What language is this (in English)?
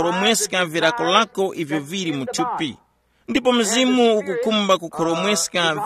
Tumbuka